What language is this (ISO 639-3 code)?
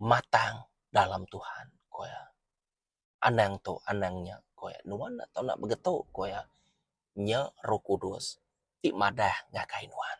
iba